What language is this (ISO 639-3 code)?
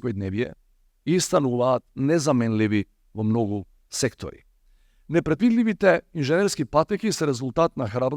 mkd